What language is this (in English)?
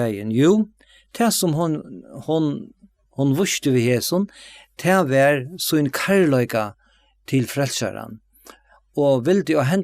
Faroese